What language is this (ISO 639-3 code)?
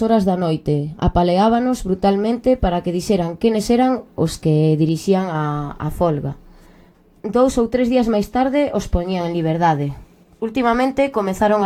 glg